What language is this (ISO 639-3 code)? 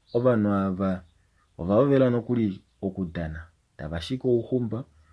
kua